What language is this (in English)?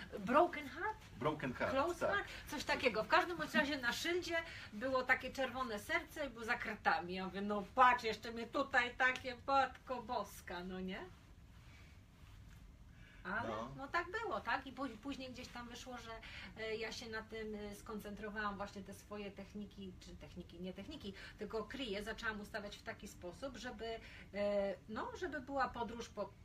Polish